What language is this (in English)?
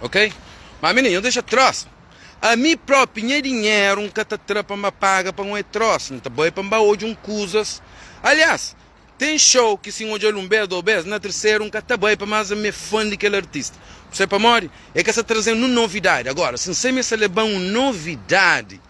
Kabuverdianu